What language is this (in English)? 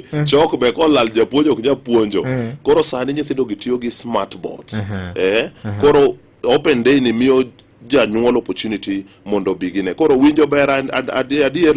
Luo (Kenya and Tanzania)